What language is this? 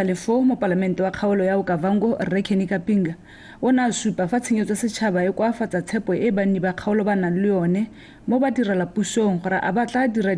Tswana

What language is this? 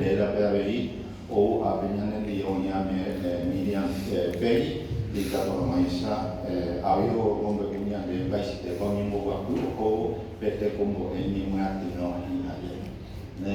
Guarani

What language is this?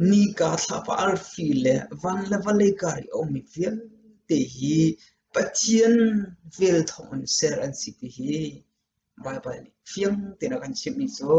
Hakha Chin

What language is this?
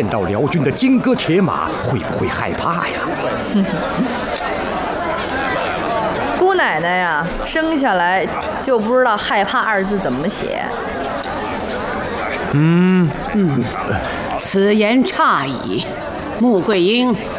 Chinese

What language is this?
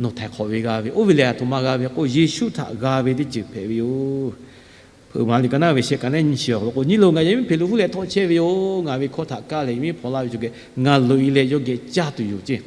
Lahu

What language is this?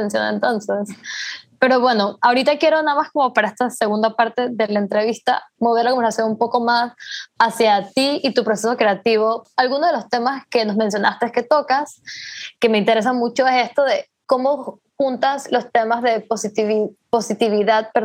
Spanish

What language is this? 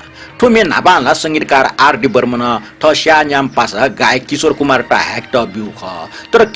Newari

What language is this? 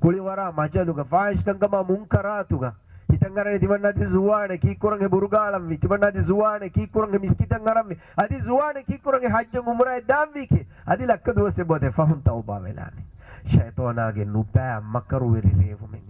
Divehi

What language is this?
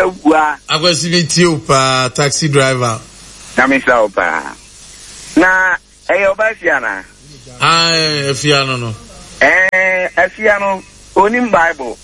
Akan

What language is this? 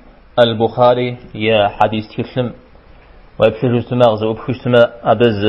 Kabardian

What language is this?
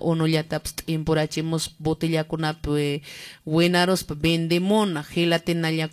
Quechua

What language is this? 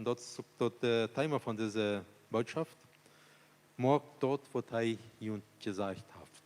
Plautdietsch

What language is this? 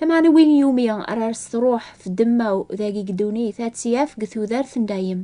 Kabyle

